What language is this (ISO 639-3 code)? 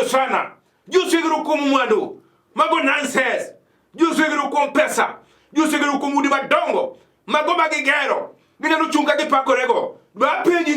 luo